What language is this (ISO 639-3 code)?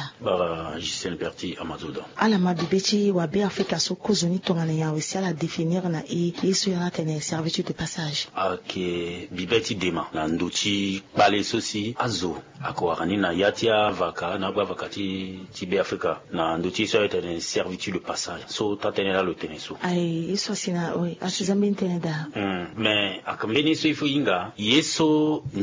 sag